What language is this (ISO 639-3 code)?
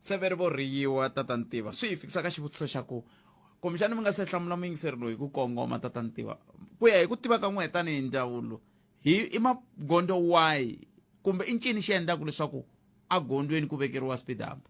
tso